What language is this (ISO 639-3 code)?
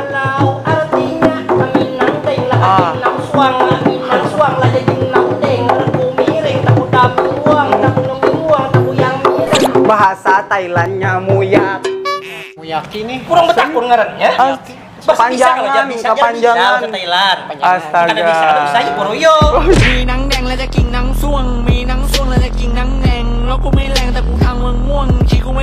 bjn